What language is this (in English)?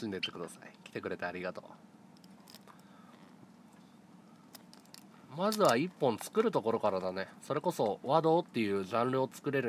Japanese